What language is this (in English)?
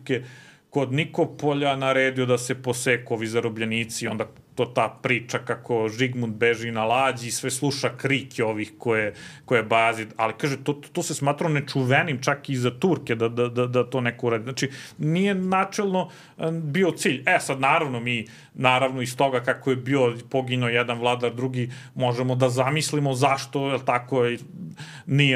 Serbian